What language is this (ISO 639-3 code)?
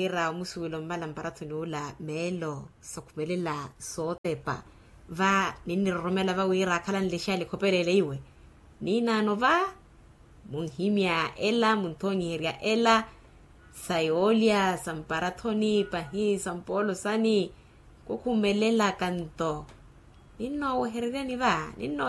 vmw